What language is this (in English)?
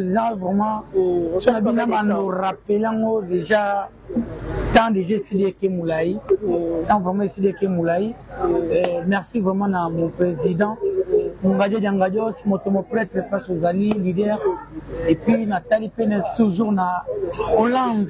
Lingala